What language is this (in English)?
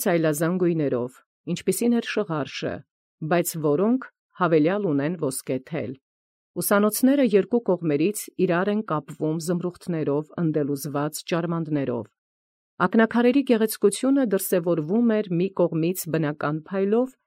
Armenian